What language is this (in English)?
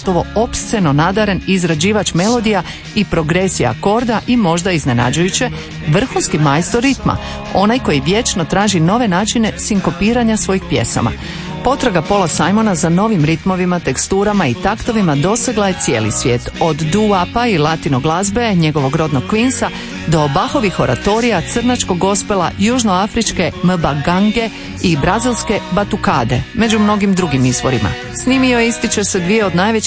Croatian